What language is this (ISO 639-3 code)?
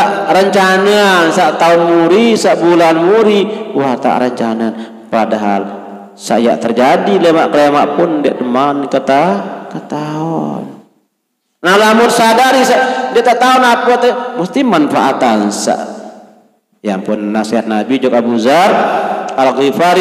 sas